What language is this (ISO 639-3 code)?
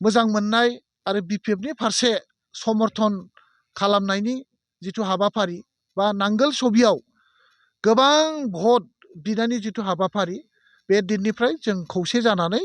brx